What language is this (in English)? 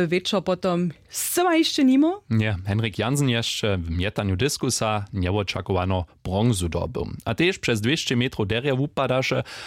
Upper Sorbian